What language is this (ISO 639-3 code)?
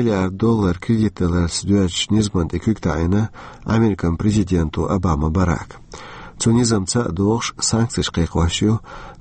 che